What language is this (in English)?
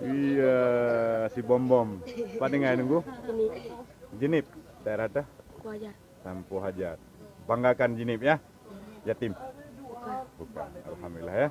Achinese